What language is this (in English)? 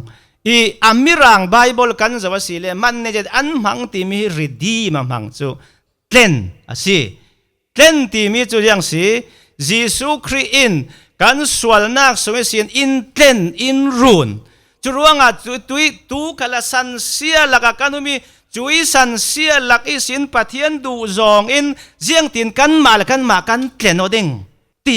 Falam Chin